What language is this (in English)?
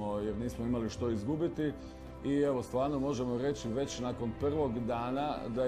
Croatian